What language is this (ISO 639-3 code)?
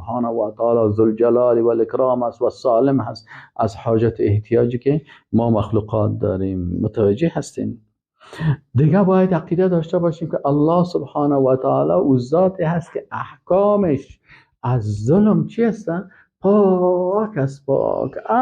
fas